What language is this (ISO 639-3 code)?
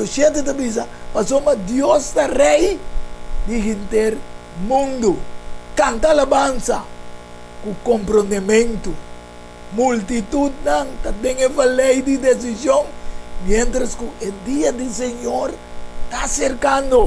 pap